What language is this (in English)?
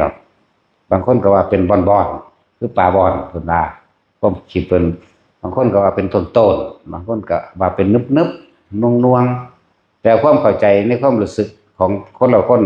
Northeastern Thai